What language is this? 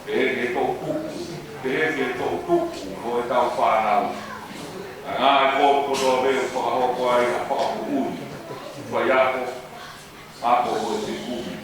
Tongan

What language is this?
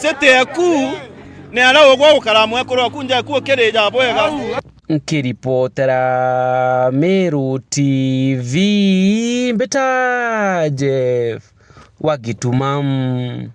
Meru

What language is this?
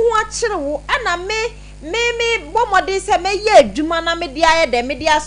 Akan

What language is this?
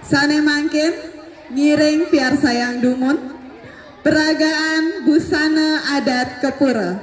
Balinese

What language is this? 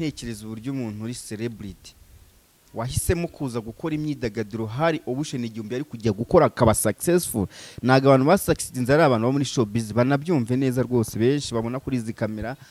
Kinyarwanda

